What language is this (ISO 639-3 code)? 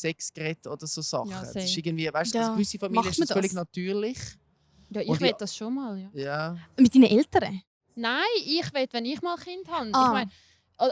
gsw